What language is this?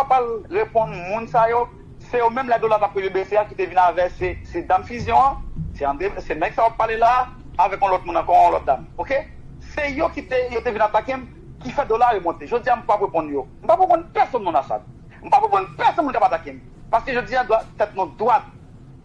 Haitian Creole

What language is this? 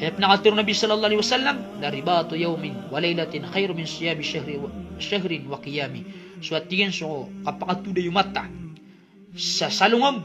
Maranao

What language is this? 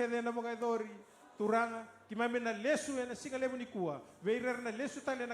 Fijian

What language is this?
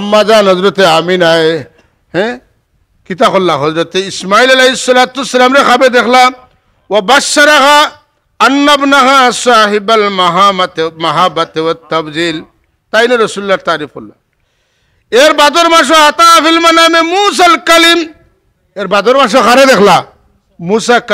Sylheti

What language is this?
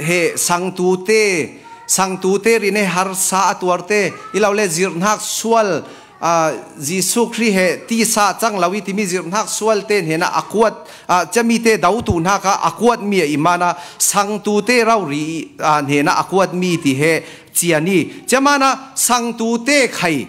Falam Chin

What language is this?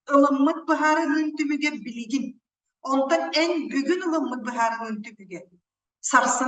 Yakut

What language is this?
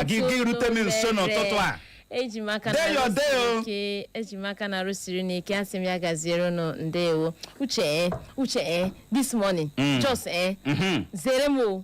Igbo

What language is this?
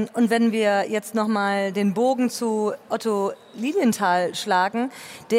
German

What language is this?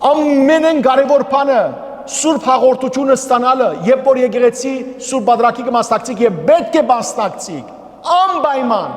Western Armenian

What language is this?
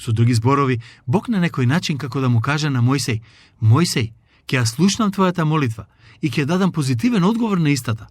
Macedonian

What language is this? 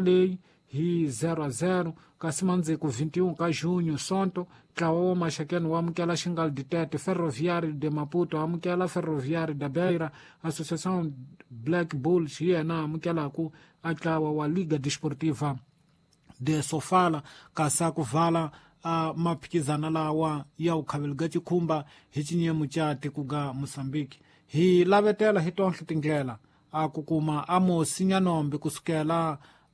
Tsonga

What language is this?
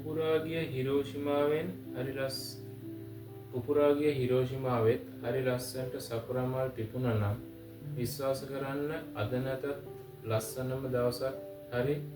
Sinhala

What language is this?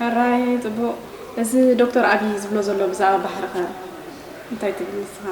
Tigrinya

